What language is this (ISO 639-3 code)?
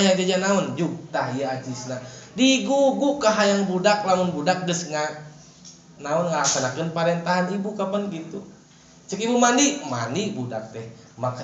sun